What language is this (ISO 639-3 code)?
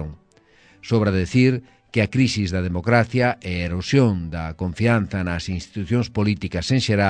glg